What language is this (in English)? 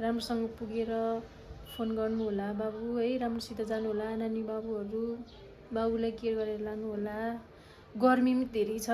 Nepali